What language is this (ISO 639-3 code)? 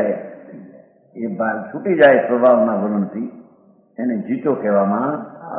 guj